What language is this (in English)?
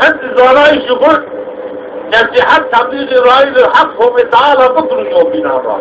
Zaza